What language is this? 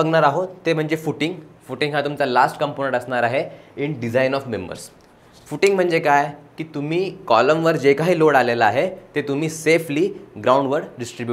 Marathi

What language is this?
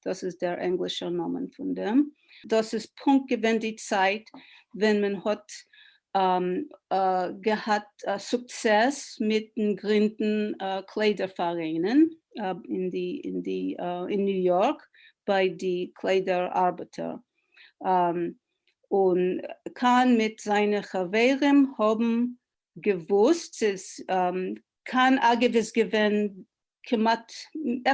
Yiddish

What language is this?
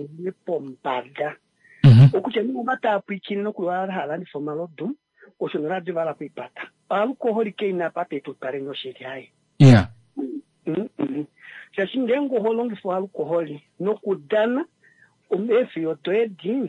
Kuanyama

